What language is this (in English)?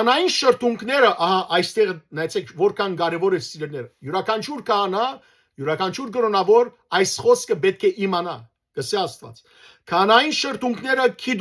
Western Armenian